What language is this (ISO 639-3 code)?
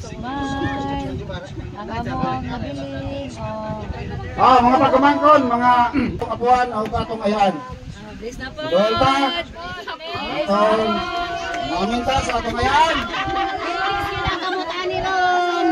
ceb